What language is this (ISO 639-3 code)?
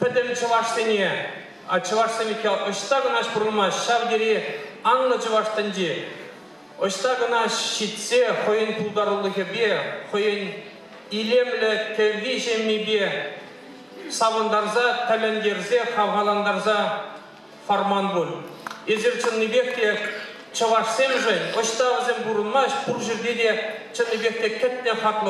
chv